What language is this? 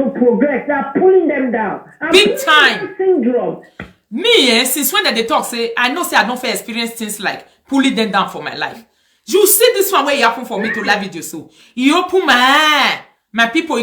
Nigerian Pidgin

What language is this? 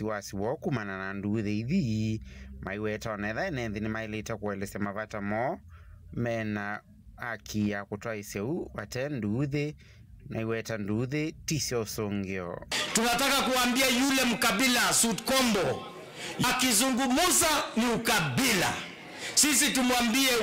Kamba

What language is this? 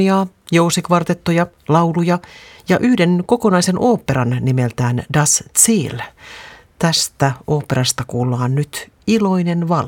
Finnish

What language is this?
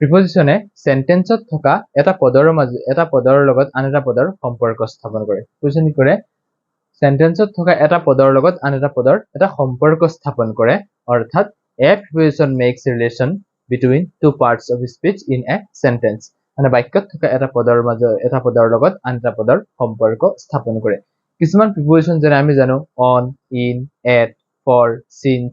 Assamese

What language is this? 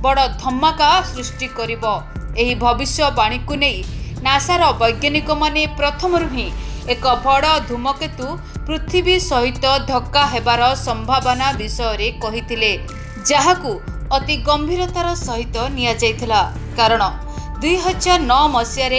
Odia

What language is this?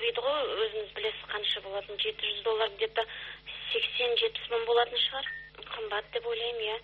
Kazakh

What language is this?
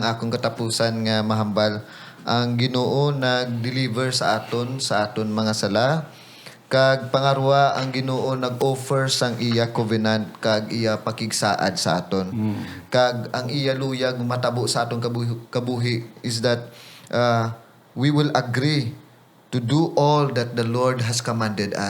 Hiligaynon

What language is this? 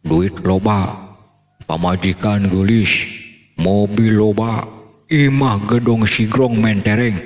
Sundanese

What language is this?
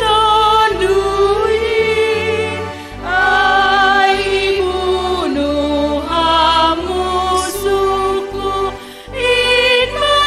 Batak Simalungun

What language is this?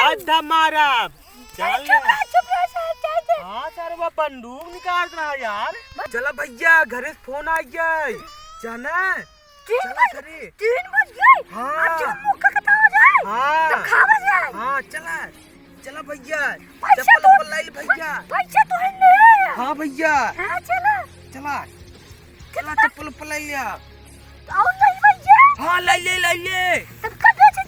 Awadhi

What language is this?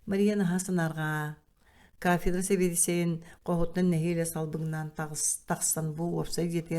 Yakut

